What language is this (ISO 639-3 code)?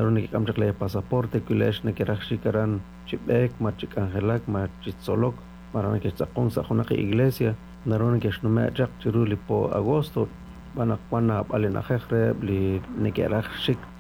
kek